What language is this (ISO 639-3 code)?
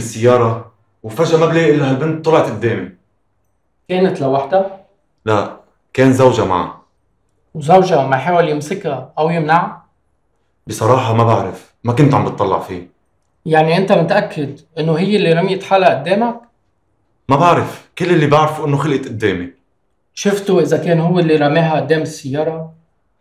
apc